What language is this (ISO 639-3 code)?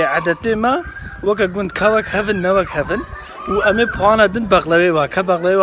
kur